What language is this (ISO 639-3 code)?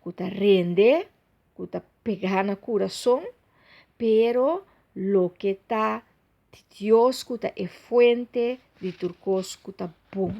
pap